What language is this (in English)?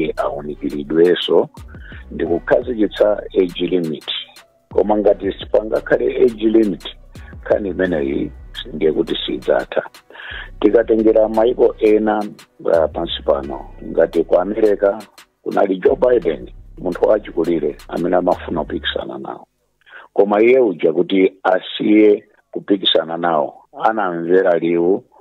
Nyanja